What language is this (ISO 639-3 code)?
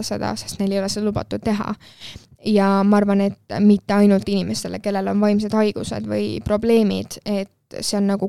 est